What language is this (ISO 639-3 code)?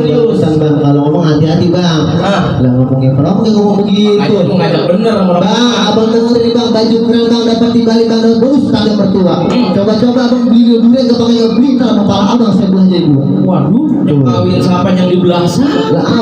bew